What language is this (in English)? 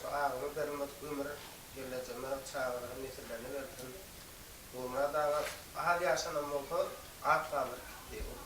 Turkmen